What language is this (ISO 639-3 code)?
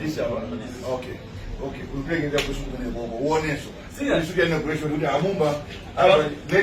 nya